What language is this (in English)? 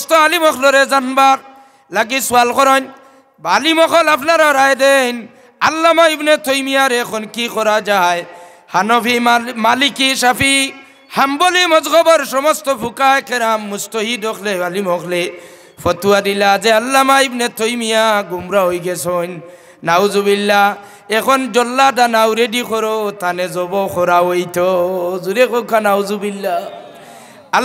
Sylheti